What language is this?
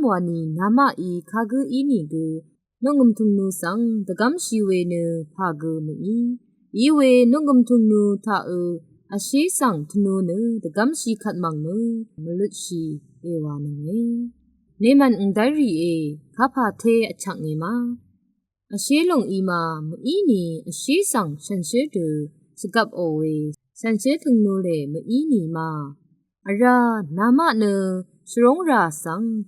Rawang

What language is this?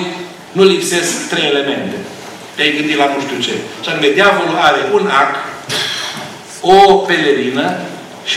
Romanian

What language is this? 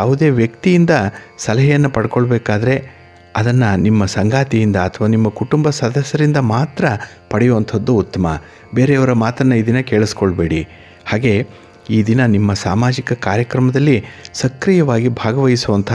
Kannada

